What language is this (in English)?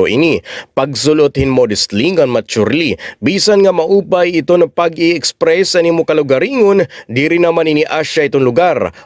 Waray